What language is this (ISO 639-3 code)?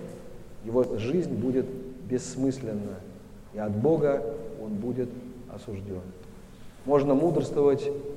rus